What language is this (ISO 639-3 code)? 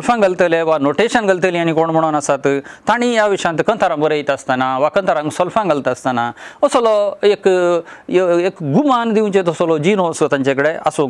kok